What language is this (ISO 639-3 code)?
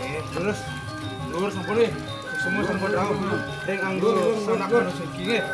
ban